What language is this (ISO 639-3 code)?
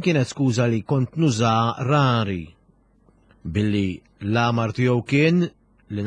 mlt